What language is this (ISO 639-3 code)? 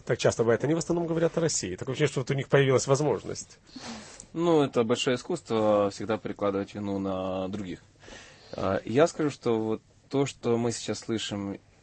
rus